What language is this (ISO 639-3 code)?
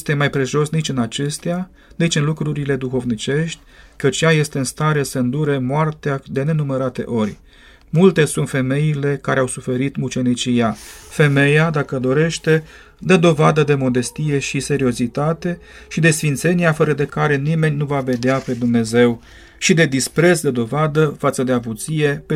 ron